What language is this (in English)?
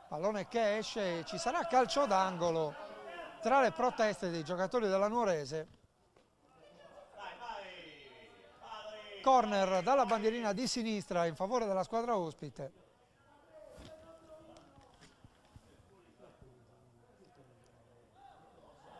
Italian